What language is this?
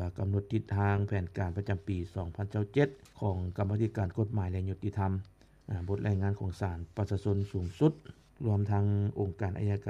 Lao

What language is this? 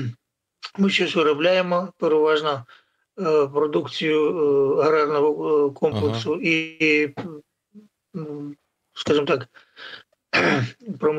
Ukrainian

